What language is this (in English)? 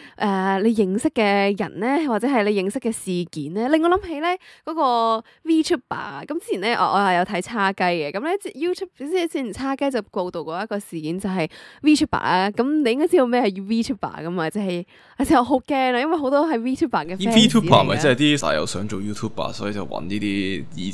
Cantonese